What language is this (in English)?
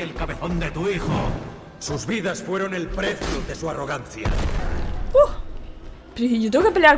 Spanish